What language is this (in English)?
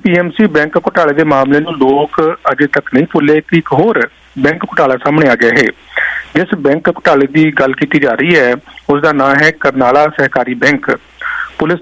Punjabi